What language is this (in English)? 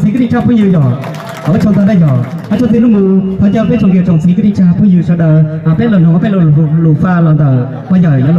Hmong